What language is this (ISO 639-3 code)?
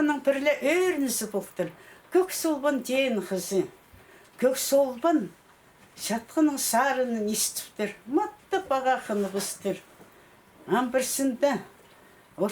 kjh